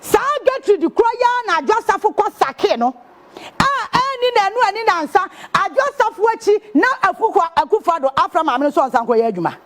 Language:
Akan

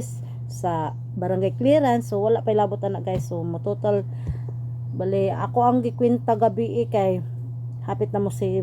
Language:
Cebuano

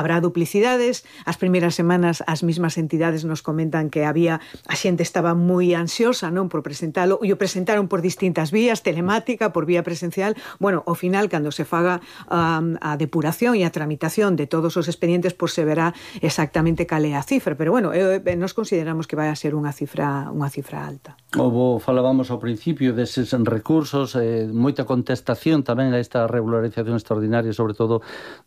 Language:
Galician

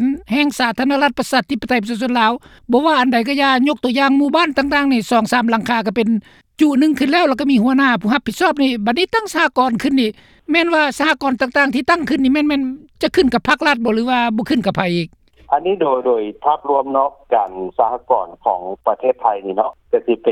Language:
Lao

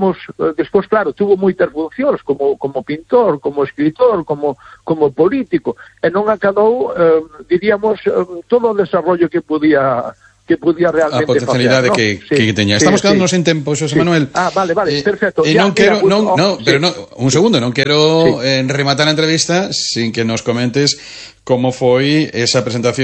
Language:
Galician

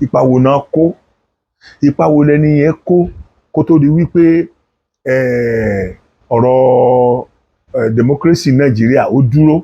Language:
Yoruba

